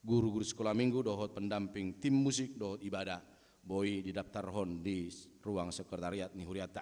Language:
Batak Toba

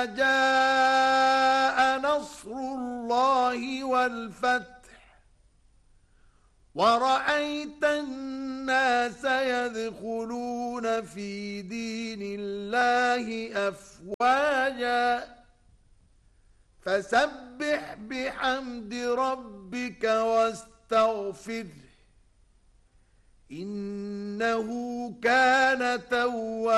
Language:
Arabic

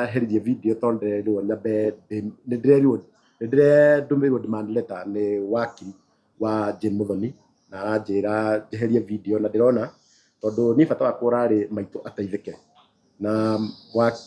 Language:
Kikuyu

